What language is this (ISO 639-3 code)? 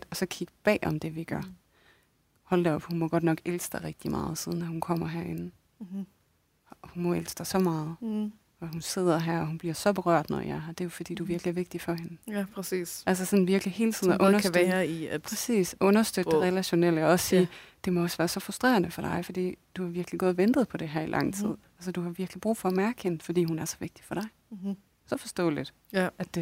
dan